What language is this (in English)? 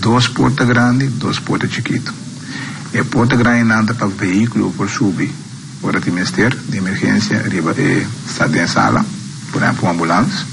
Papiamento